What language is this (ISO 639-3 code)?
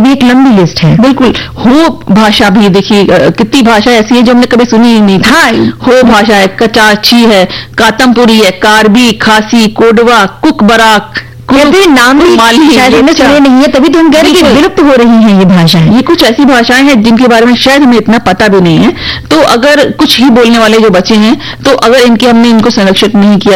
hin